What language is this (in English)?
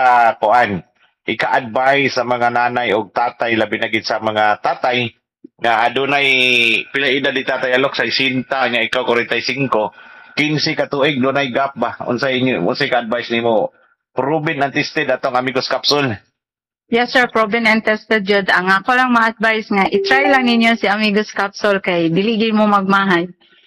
Cebuano